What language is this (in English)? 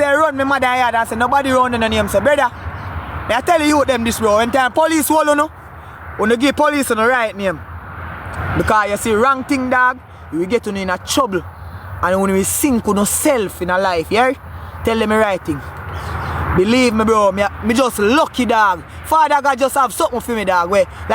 Jamaican Creole English